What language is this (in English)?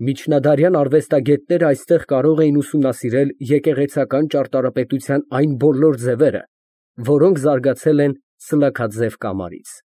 Armenian